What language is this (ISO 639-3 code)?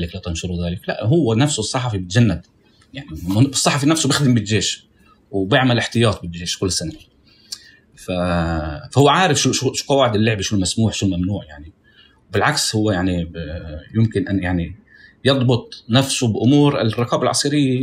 apc